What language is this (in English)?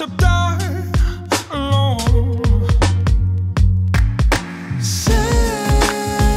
Spanish